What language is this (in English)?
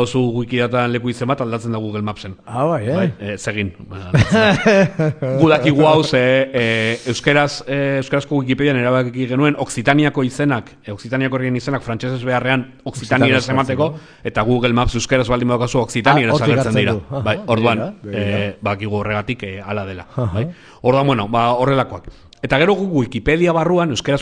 Basque